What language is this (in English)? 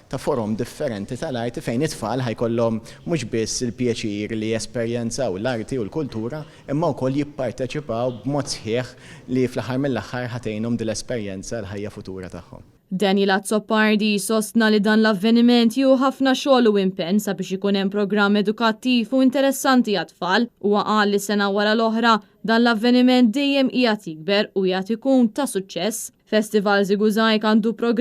Maltese